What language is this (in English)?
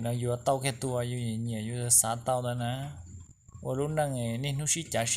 Hmong